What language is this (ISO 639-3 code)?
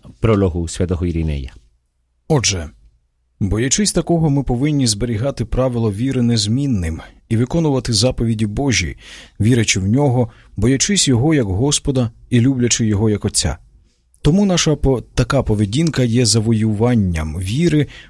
ukr